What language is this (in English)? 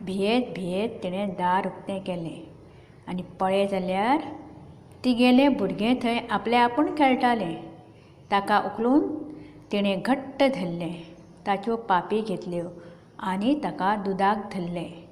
Konkani